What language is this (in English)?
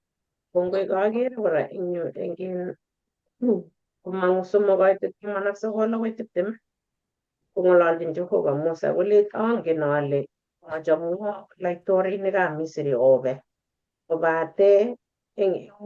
Kalenjin